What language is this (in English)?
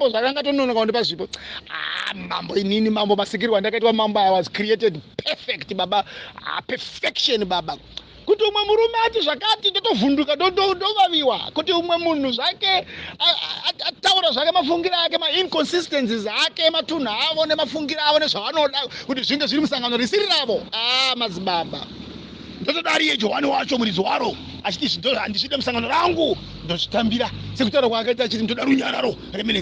Shona